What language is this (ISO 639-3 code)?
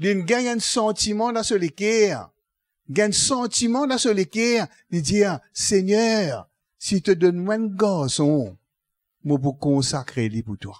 mfe